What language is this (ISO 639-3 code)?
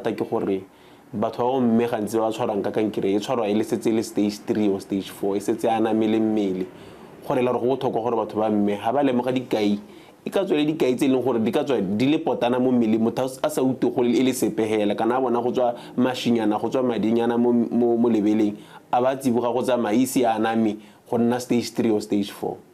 tsn